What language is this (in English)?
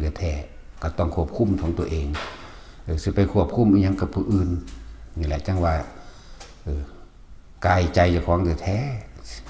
Northeastern Thai